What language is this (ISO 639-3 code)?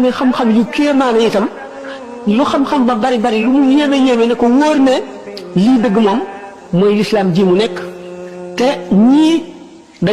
wol